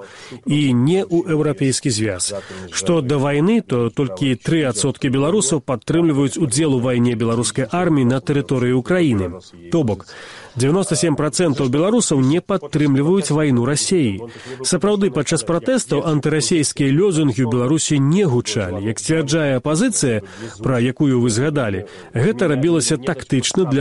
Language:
Belarusian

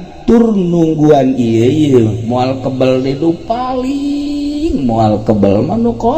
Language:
Sundanese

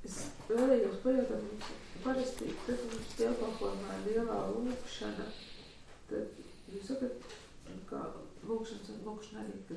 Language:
Latvian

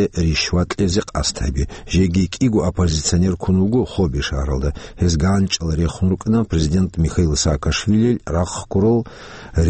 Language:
Avaric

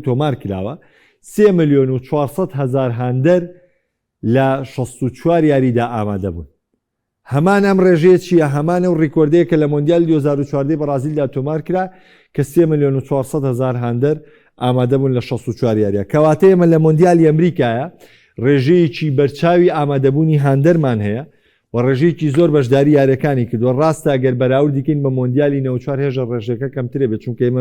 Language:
Central Kurdish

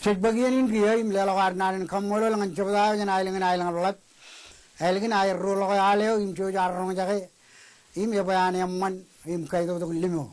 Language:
Marshallese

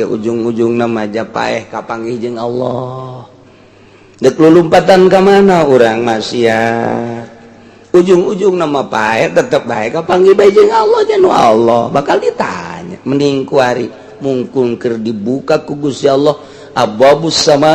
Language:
Sundanese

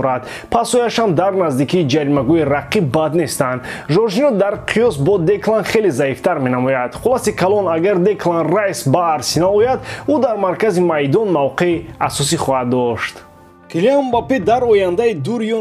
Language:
Tajik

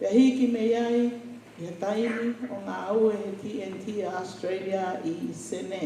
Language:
Tongan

